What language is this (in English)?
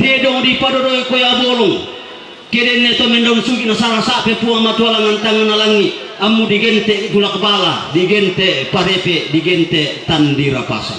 Toraja-Sa'dan